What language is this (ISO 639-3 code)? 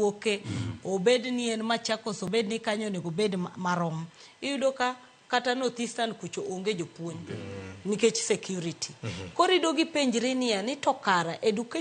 luo